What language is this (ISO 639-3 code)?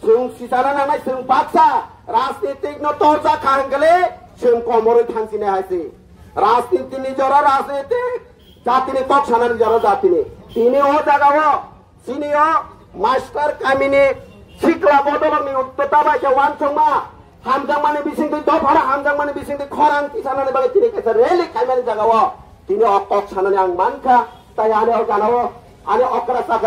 trp